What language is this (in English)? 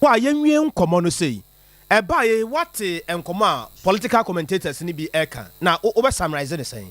Akan